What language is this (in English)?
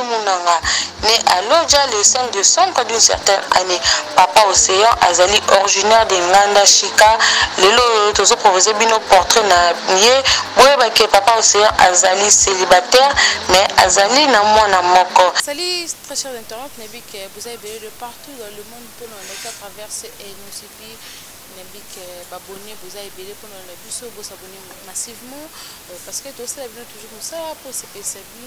Lingala